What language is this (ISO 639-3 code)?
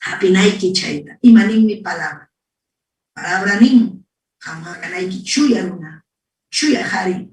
quy